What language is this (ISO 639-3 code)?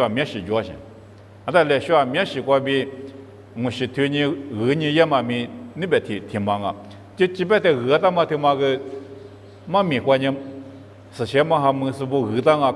lis